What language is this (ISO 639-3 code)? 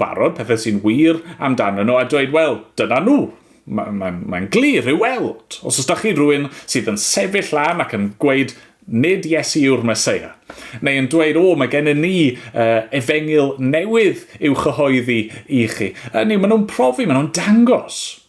cym